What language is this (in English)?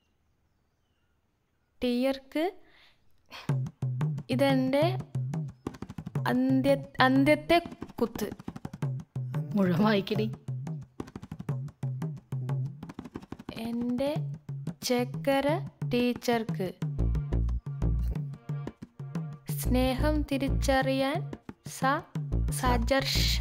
Malayalam